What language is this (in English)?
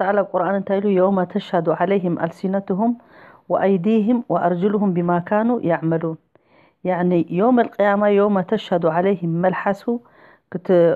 Tigrinya